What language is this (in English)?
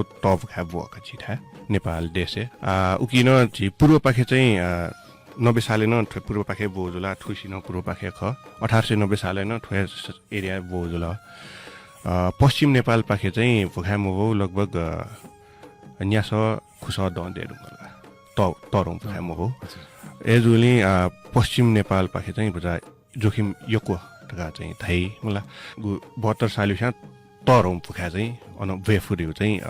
Newari